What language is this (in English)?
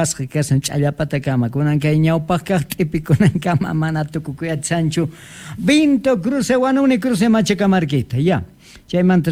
Quechua